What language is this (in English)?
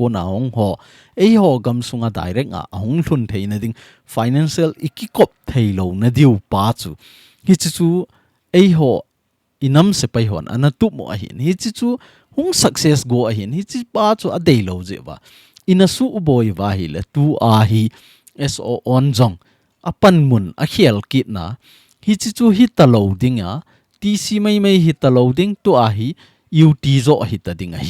Thado Chin